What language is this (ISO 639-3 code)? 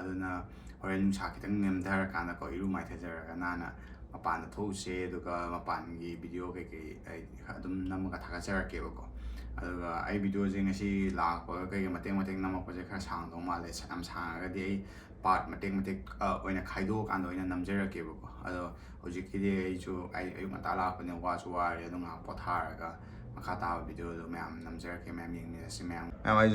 mni